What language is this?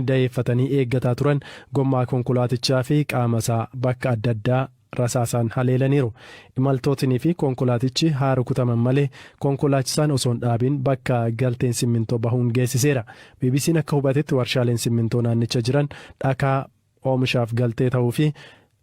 Oromo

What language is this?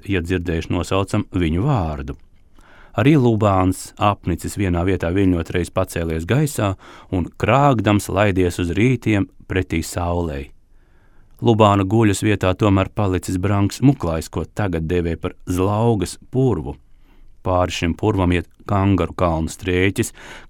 Latvian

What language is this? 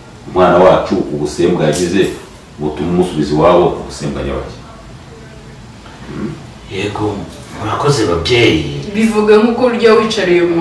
Kinyarwanda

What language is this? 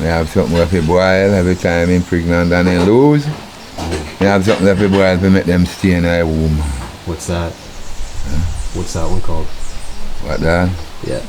Jamaican Creole English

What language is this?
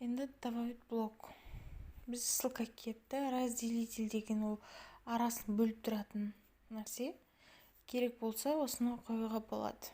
Kazakh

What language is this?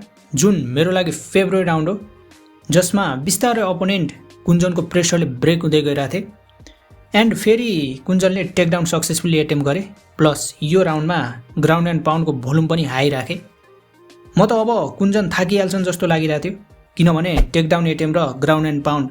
Nepali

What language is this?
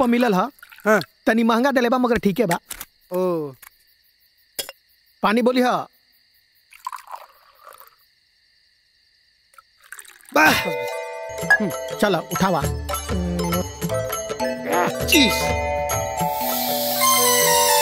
Bhojpuri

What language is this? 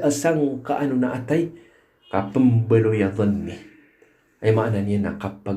Maranao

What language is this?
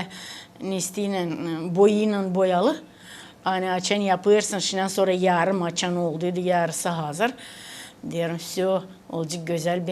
Gagauz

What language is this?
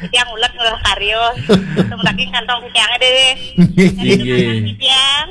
Balinese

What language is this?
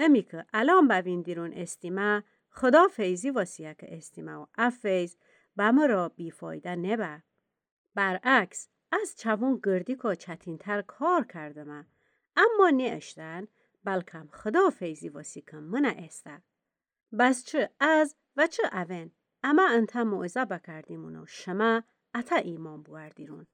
Gilaki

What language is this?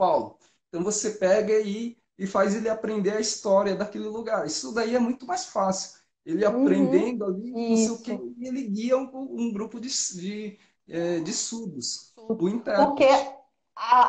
Portuguese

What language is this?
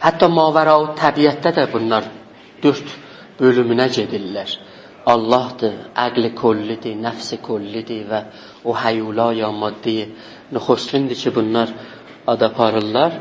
South Azerbaijani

